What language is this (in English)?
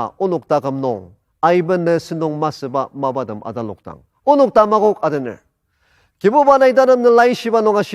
Ao Naga